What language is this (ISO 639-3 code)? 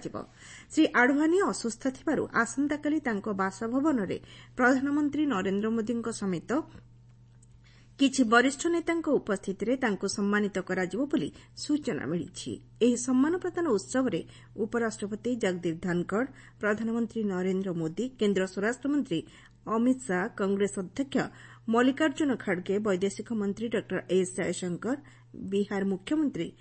ori